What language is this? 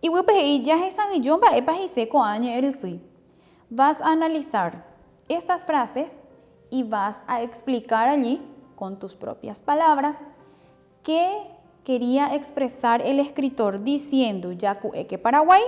Guarani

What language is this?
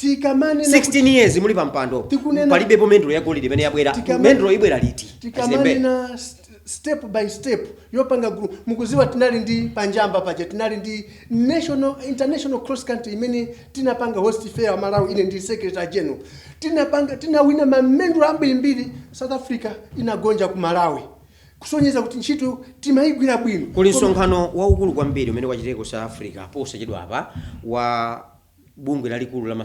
Nyanja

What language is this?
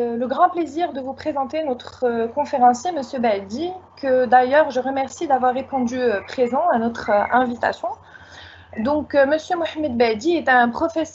French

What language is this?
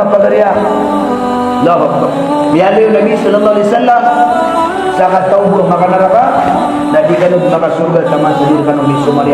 Maranao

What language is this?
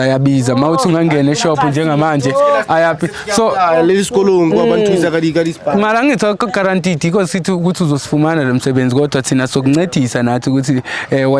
Zulu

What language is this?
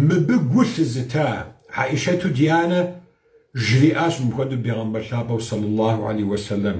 Kabardian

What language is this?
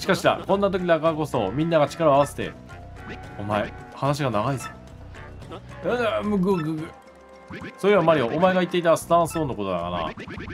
Japanese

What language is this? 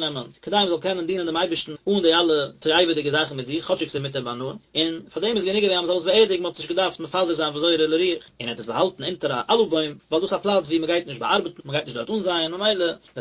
Yiddish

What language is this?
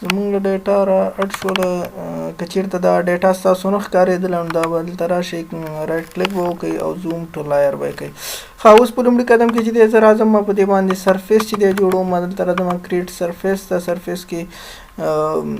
Pashto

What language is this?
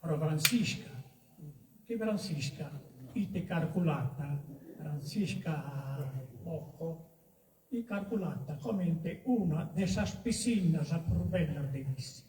Sardinian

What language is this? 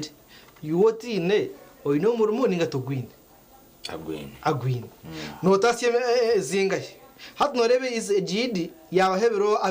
Nyankole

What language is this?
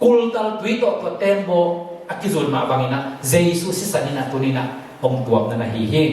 Tedim Chin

